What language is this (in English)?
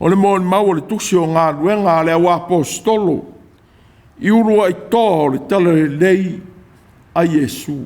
Samoan